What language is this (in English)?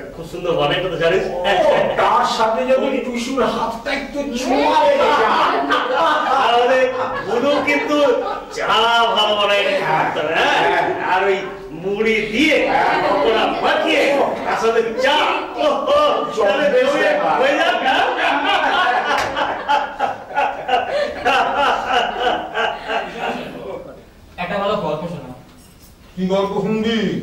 Bangla